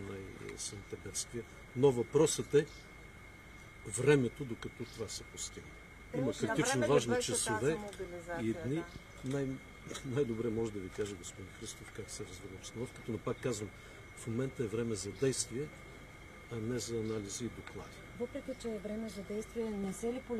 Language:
Bulgarian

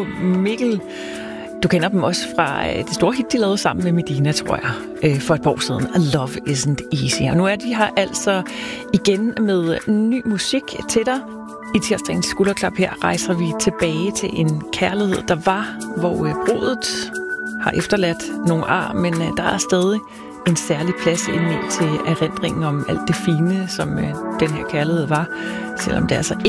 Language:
Danish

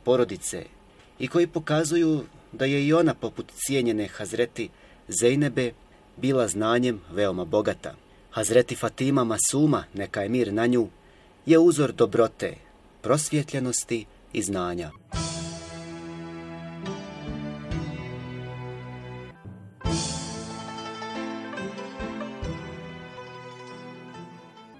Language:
Bosnian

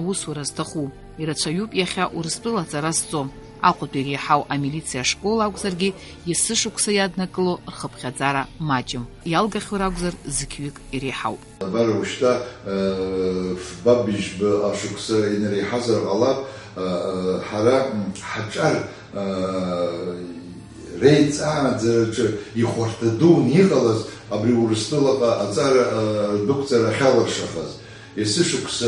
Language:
Abkhazian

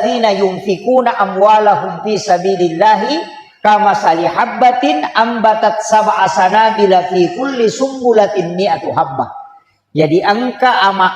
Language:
Buginese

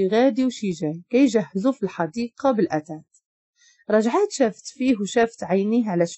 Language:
Moroccan Arabic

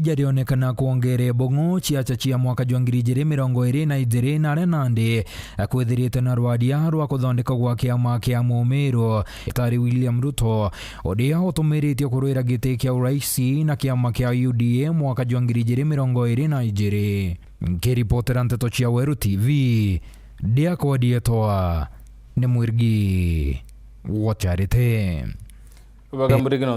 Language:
Meru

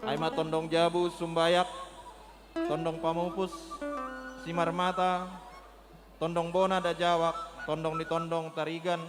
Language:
Batak Simalungun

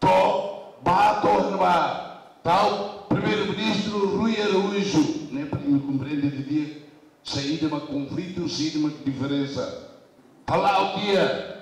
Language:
Tetum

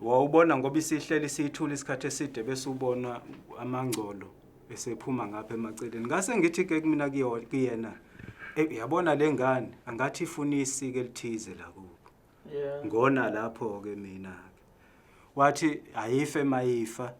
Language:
Zulu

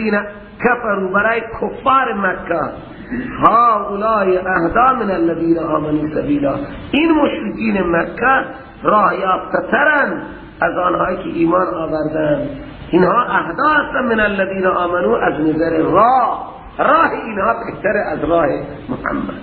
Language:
Persian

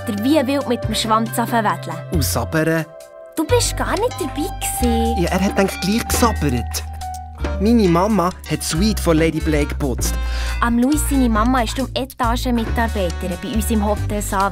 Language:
Swiss German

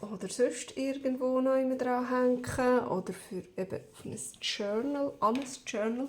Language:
Swiss German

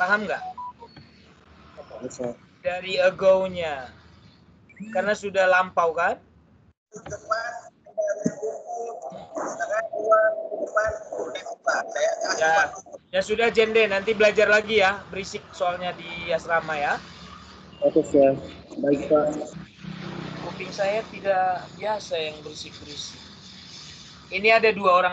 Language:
Indonesian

